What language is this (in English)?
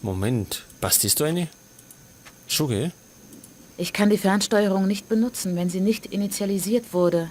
Bavarian